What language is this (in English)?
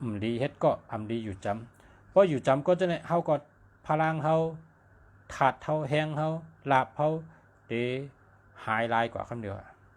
Shan